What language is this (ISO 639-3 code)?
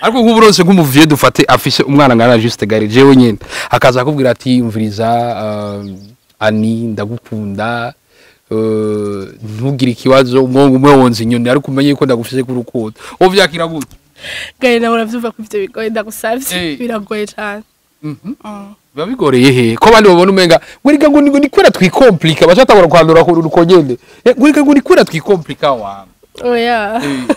run